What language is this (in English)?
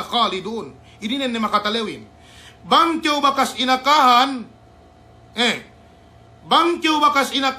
Yakan